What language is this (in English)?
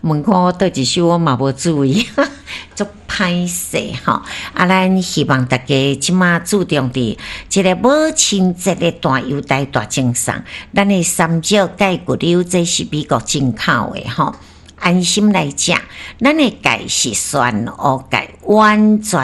Min Nan Chinese